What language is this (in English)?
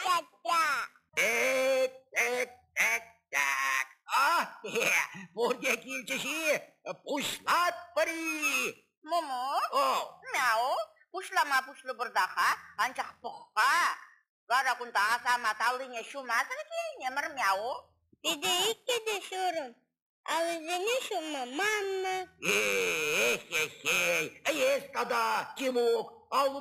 Chuvash